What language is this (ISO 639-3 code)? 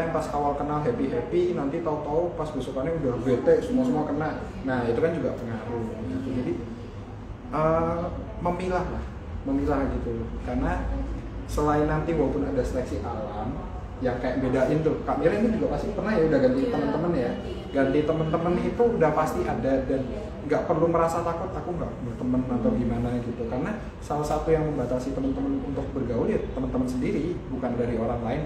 ind